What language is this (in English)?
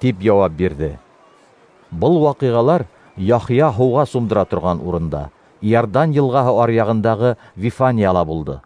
Bashkir